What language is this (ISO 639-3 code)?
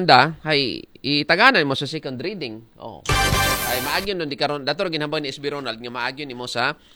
akl